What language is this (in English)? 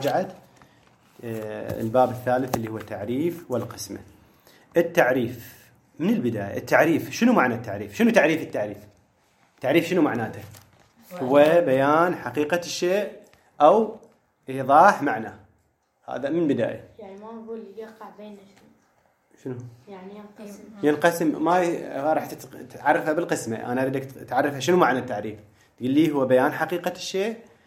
Mesopotamian Arabic